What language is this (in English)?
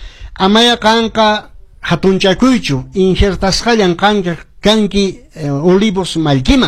Quechua